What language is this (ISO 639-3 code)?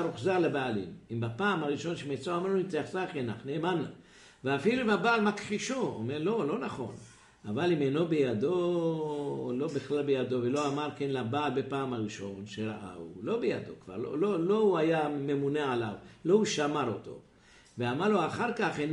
heb